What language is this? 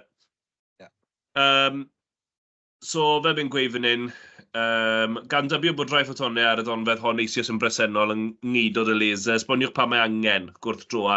Welsh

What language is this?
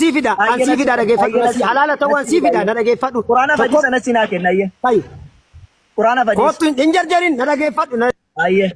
Oromo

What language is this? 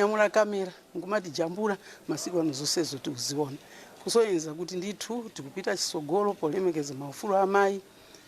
Nyanja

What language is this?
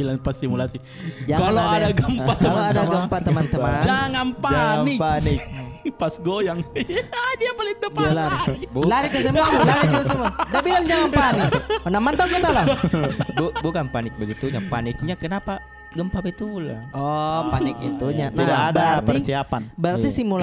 Makassar Malay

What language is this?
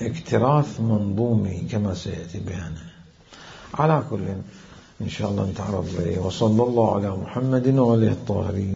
Mesopotamian Arabic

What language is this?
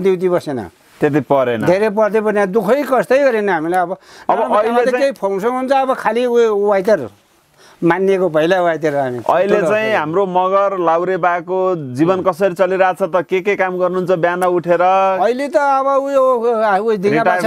Nepali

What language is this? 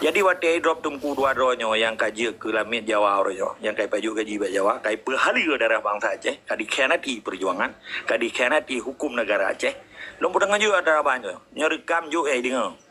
Achinese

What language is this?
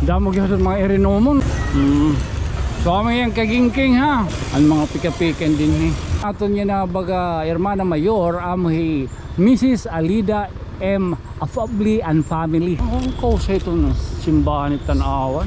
Waray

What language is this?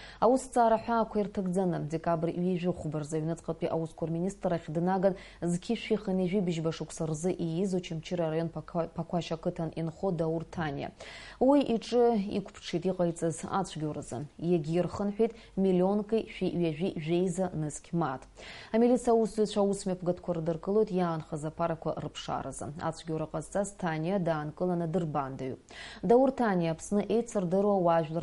Abkhazian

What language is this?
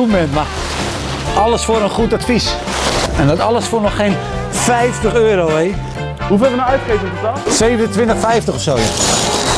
Dutch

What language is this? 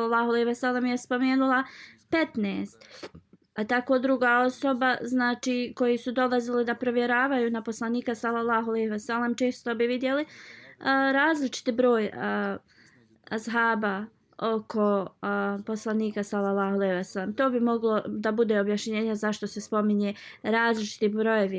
Bosnian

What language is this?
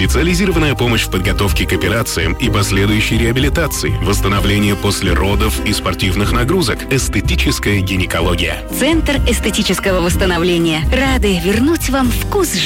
Russian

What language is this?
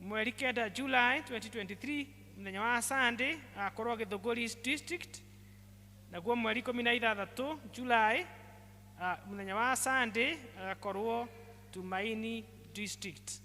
Kikuyu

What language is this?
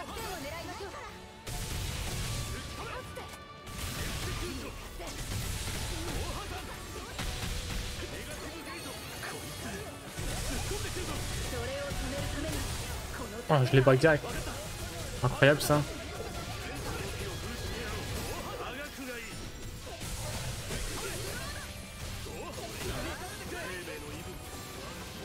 French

